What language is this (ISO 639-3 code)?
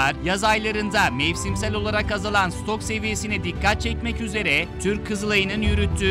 tur